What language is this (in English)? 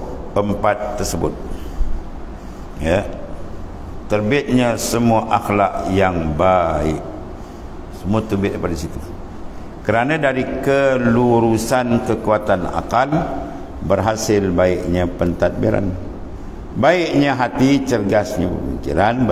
Malay